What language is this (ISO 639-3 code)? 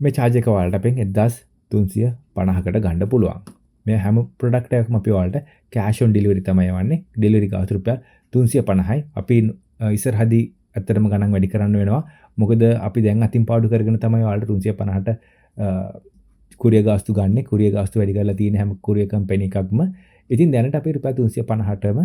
sin